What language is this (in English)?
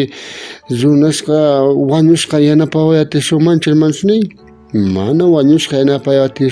South Bolivian Quechua